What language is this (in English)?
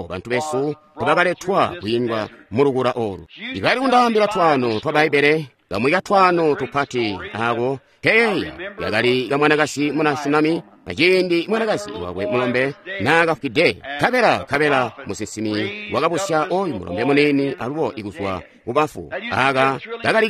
Tonga (Zambia)